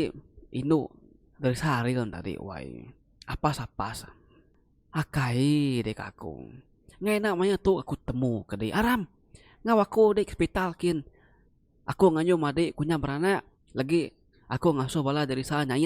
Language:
Iban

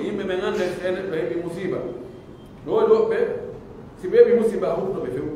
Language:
Pular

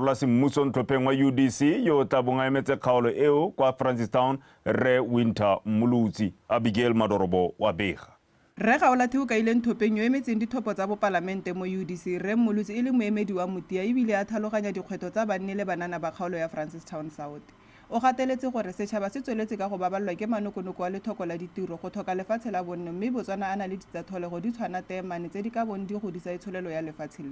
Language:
Tswana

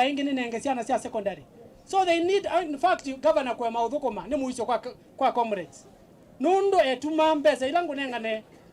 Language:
Kamba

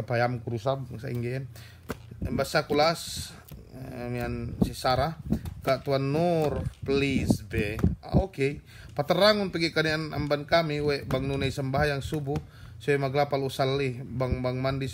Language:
Yakan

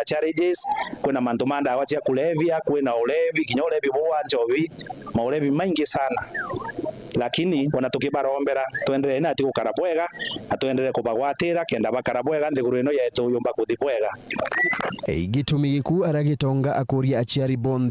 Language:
Meru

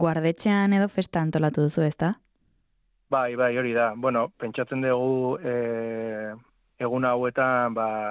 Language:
Basque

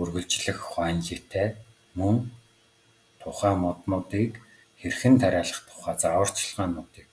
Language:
Mongolian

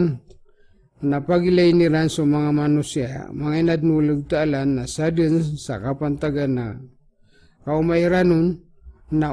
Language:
Maranao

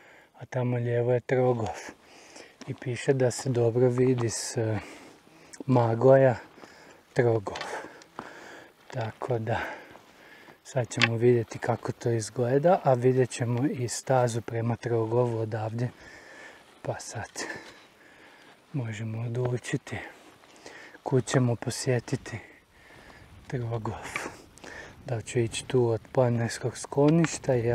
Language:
Croatian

